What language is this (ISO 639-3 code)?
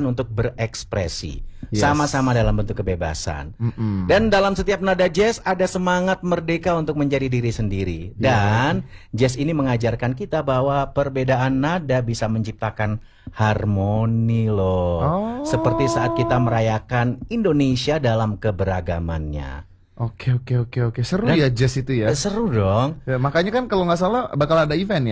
ind